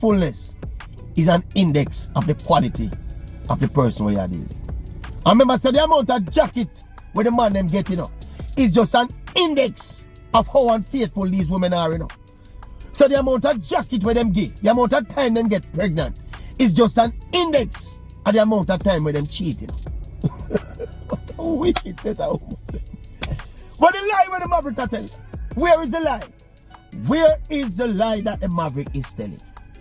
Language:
Jamaican Creole English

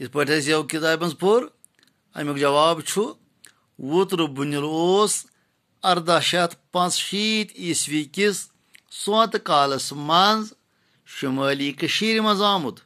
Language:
Kashmiri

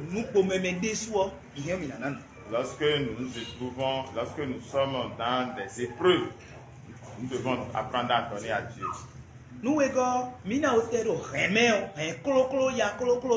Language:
Fon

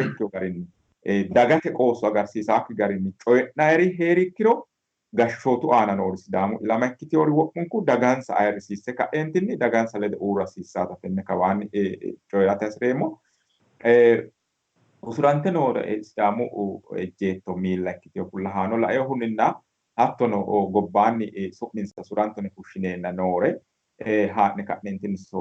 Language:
Sidamo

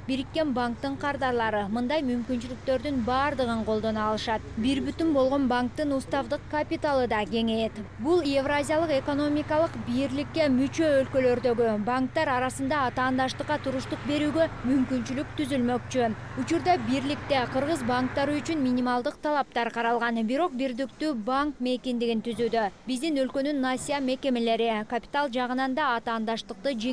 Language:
Kyrgyz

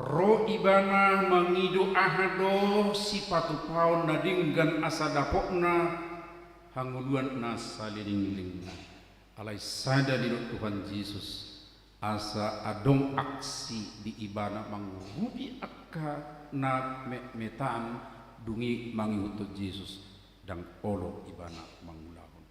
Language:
Batak Toba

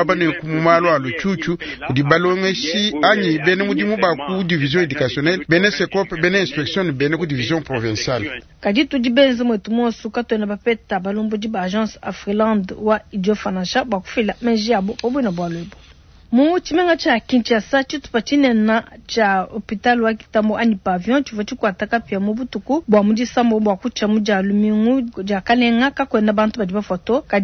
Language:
Luba-Lulua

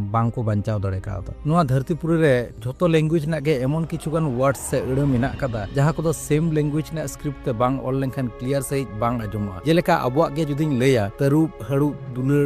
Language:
Santali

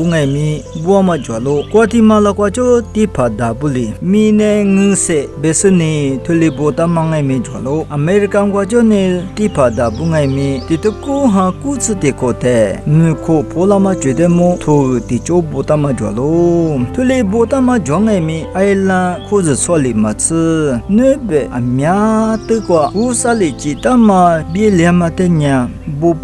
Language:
Lisu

